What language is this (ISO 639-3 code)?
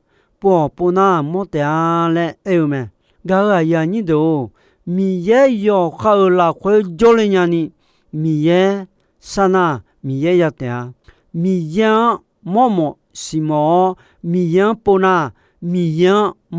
ahk